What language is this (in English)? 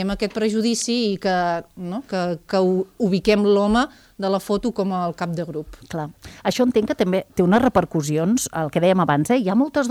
Catalan